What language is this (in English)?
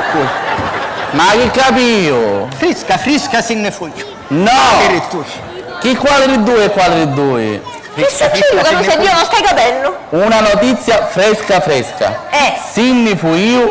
Sicilian